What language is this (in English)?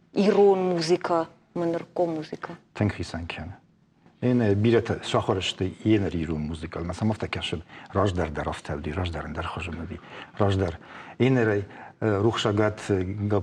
Ossetic